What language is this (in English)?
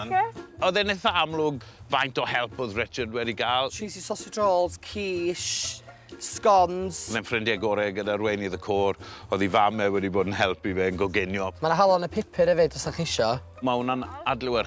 Welsh